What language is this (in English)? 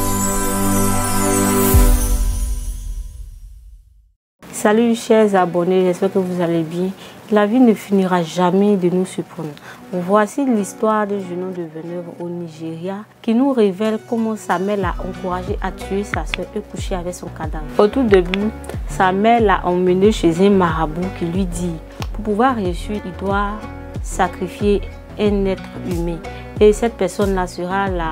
French